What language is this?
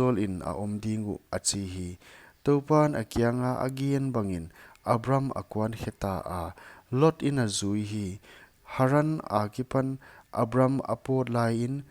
Paite Chin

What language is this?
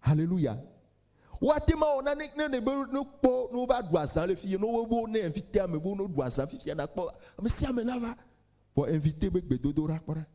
Ewe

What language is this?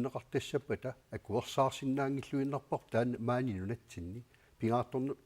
Kalaallisut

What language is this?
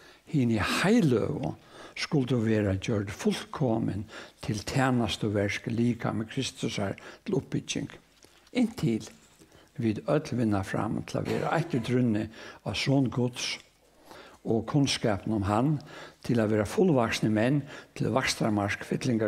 Faroese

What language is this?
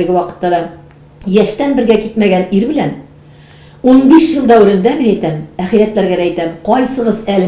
Tatar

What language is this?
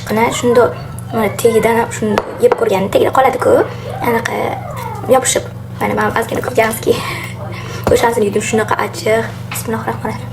Uzbek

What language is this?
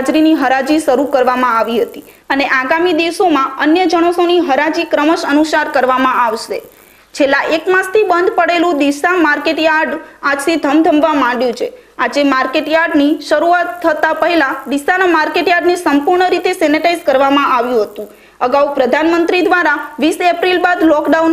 Gujarati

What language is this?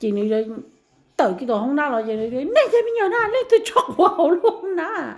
Hmong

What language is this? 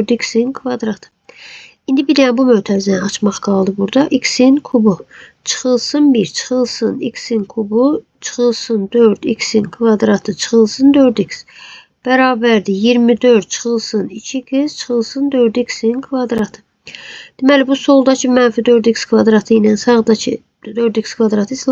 Azerbaijani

